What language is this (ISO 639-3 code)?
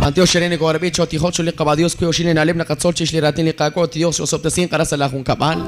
kek